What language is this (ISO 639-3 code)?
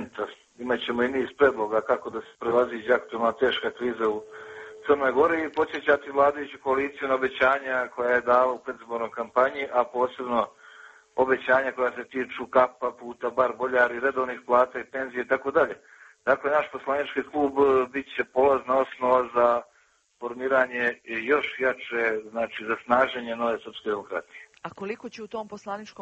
srp